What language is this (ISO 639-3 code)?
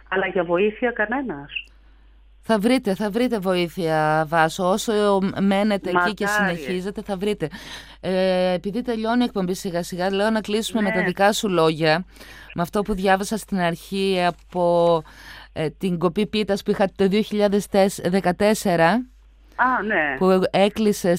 ell